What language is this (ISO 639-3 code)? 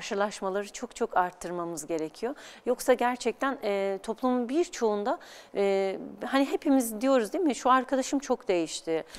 tur